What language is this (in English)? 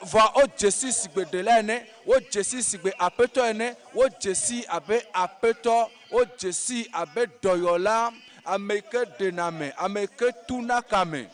Ewe